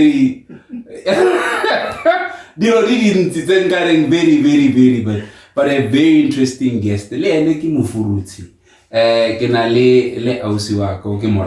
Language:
Tswana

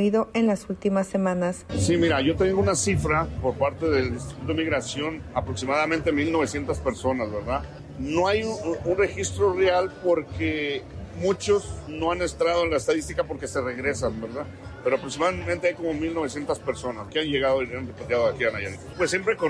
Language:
Spanish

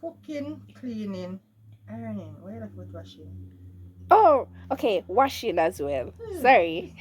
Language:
Jamaican Creole English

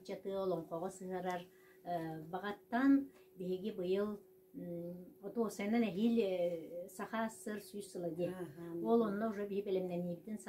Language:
Yakut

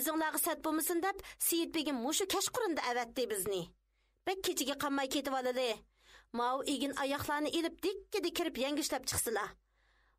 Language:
Uyghur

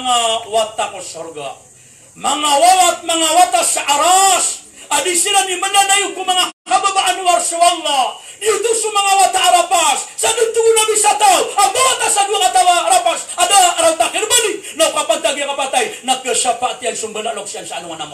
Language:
Maranao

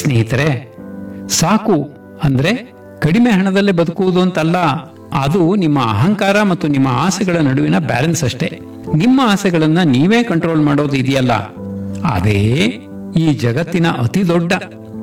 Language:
Kannada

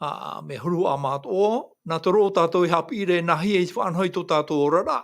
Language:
Tahitian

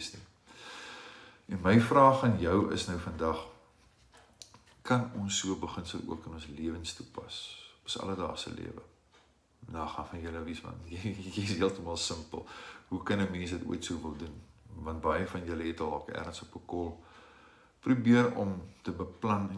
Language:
Afrikaans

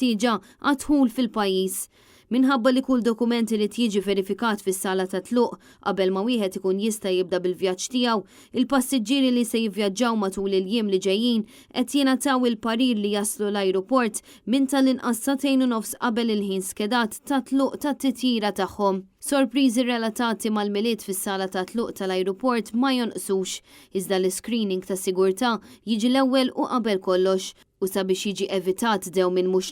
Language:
Maltese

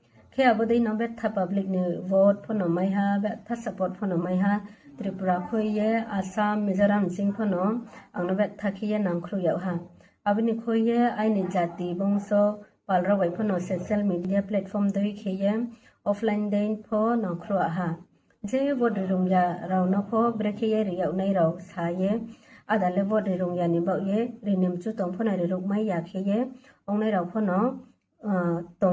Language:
Riang (India)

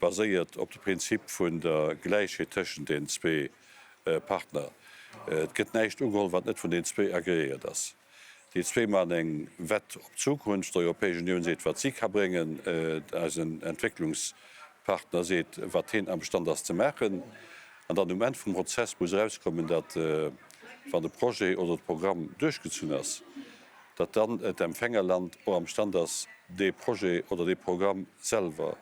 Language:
Luxembourgish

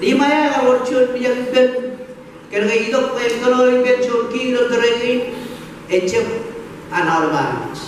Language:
Marshallese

